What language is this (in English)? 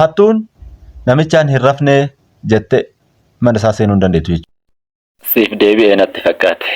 Oromo